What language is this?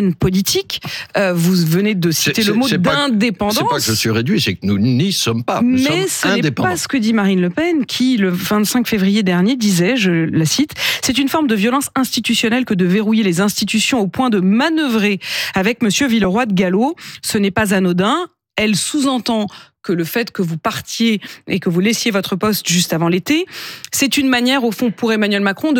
French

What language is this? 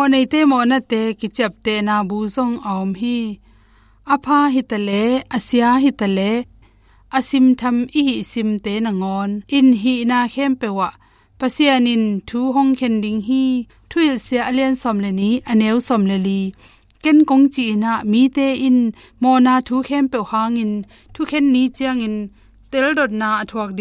Tedim Chin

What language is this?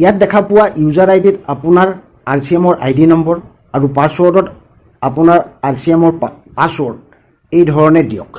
Assamese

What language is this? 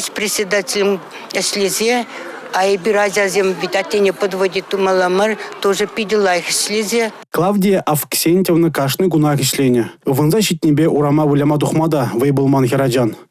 Chuvash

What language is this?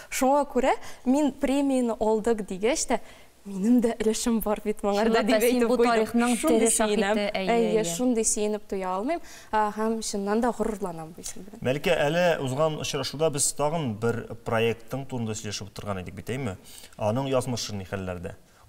Tatar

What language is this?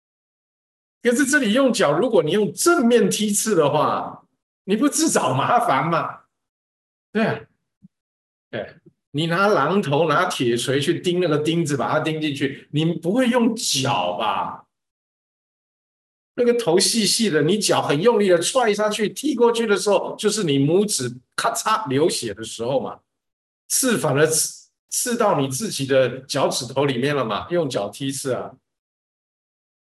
Chinese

